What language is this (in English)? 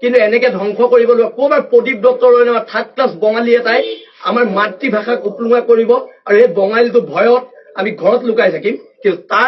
Assamese